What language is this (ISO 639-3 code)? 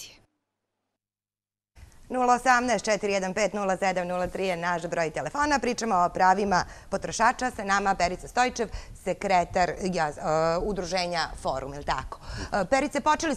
srp